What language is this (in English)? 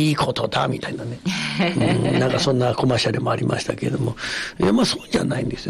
Japanese